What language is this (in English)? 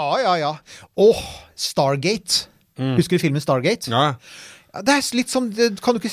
Norwegian